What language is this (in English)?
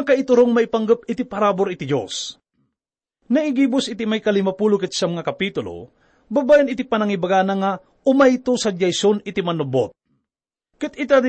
Iloko